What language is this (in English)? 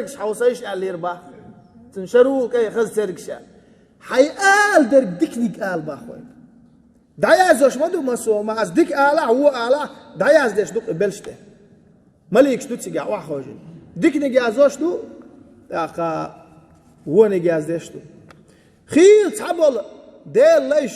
Chechen